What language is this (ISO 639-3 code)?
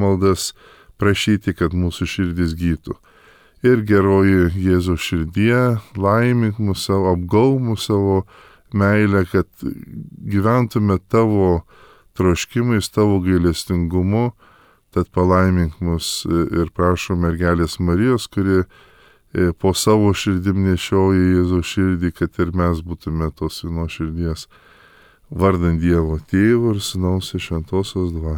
lit